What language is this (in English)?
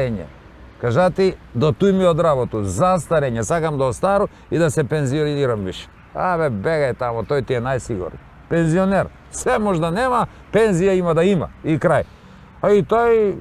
Macedonian